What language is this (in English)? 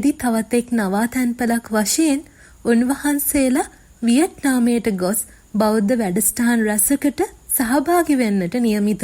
Sinhala